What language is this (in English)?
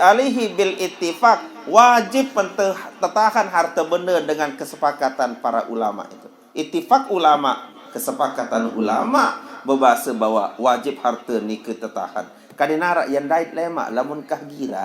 Sasak